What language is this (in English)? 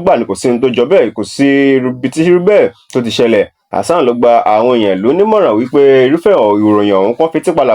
Yoruba